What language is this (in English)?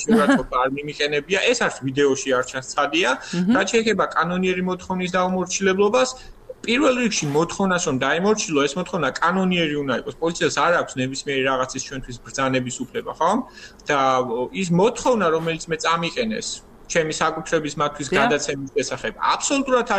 Georgian